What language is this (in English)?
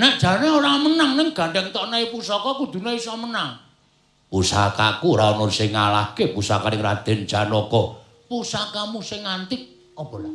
Javanese